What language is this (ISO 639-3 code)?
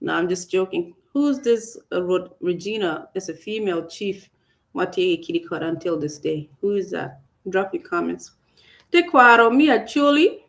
ach